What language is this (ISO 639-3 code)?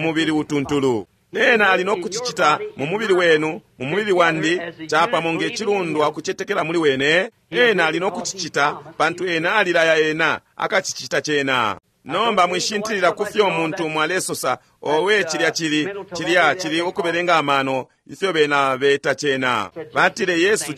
bem